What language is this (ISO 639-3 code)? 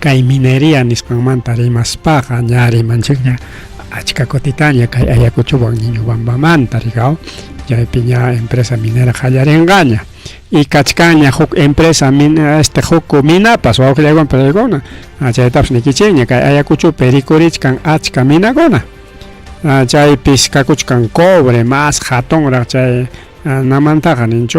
quy